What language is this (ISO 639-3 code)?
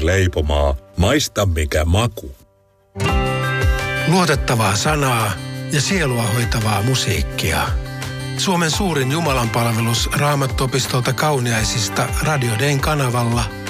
fin